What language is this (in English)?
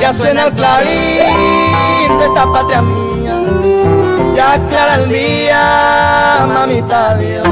Guarani